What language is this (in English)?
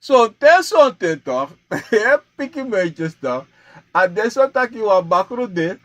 Sranan Tongo